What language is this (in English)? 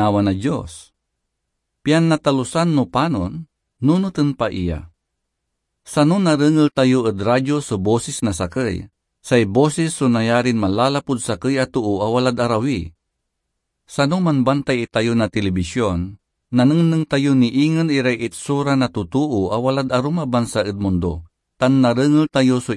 Pangasinan